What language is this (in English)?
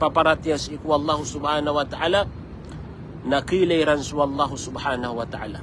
Maranao